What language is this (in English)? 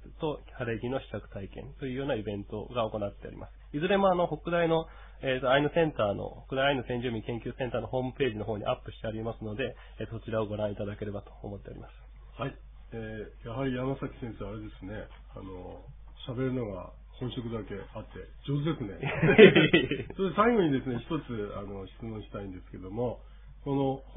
Japanese